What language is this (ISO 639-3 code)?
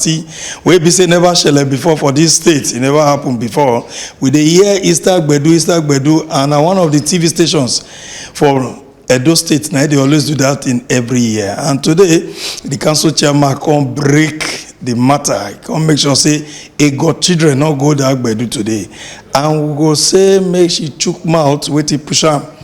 pcm